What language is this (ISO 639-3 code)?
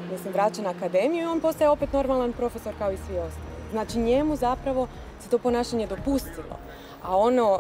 hrv